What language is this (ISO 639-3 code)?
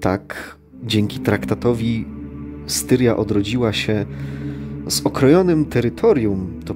pol